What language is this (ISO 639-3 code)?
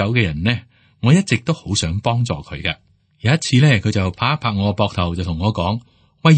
yue